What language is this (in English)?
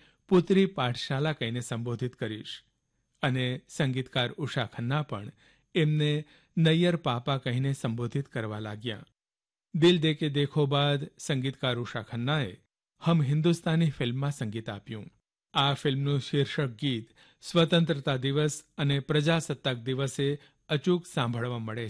Gujarati